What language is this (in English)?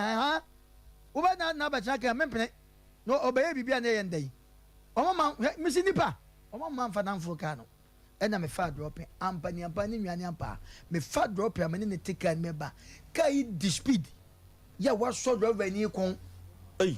Akan